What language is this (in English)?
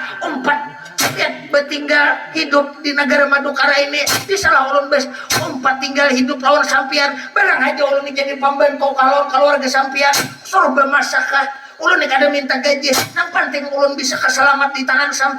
Banjar